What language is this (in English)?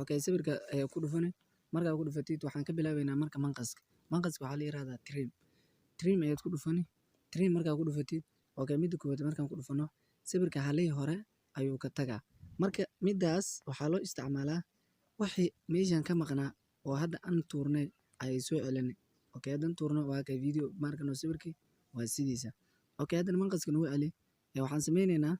Somali